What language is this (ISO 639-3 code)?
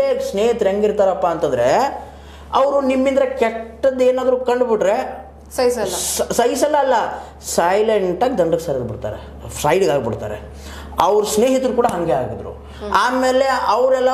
kan